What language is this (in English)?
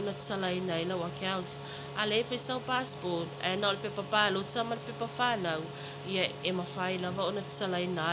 Samoan